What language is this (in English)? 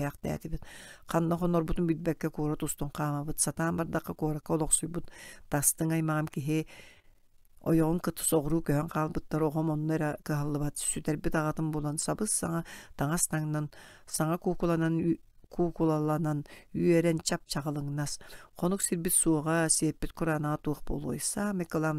Yakut